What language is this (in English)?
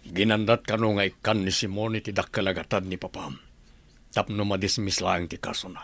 Iloko